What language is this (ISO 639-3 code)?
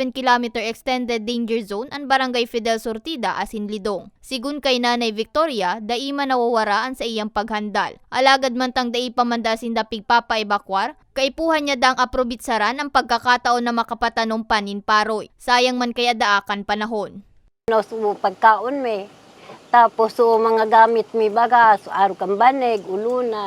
bik